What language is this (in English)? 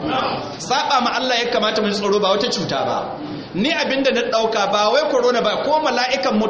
Hausa